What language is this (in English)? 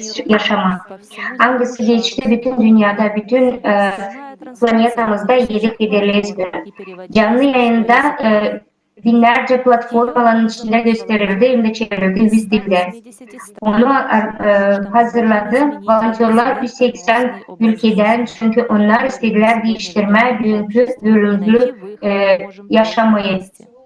Gagauz